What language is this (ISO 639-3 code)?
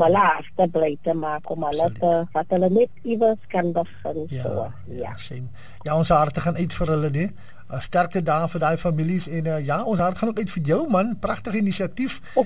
afr